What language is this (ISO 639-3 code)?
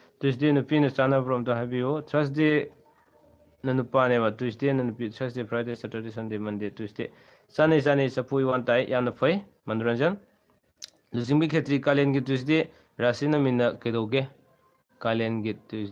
mni